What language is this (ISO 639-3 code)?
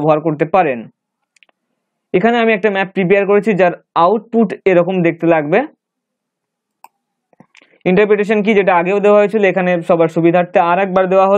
ben